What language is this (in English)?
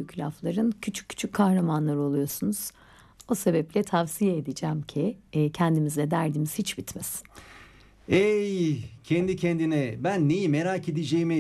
Turkish